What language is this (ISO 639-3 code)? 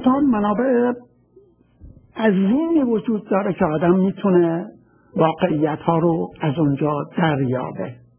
fas